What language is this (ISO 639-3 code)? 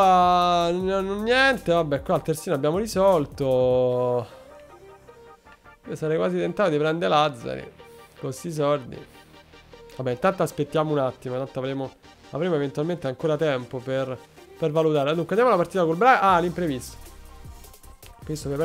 ita